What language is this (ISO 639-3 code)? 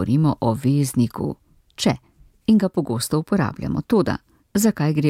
slv